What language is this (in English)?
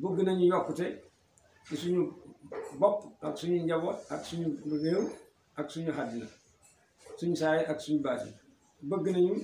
Wolof